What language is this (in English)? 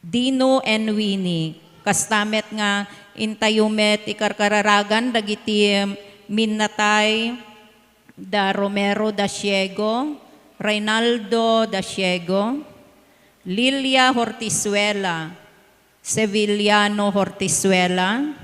Iloko